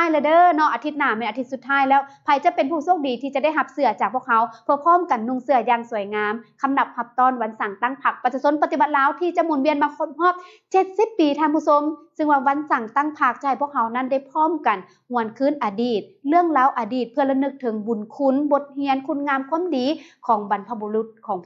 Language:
Lao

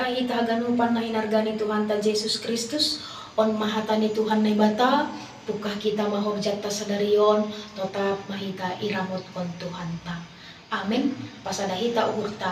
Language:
Batak Simalungun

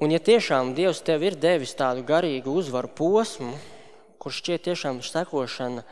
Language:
Latvian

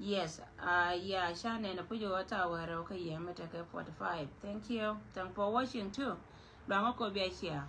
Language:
Nuer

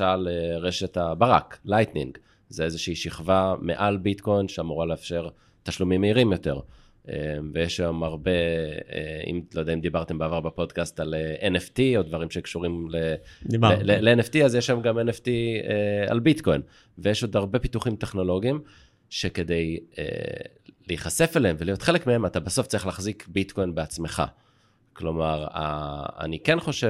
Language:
Hebrew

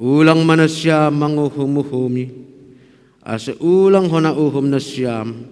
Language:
Batak Simalungun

